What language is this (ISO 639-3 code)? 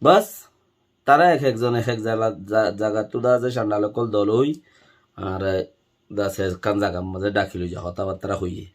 rhg